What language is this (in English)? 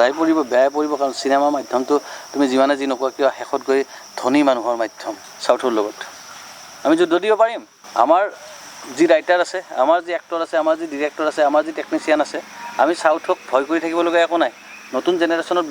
Assamese